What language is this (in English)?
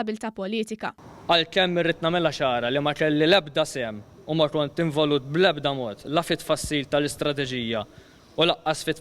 Maltese